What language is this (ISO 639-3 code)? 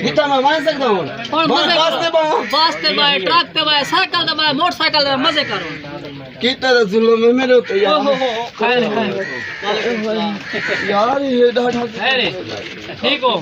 skr